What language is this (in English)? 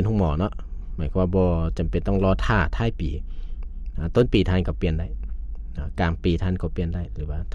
Lao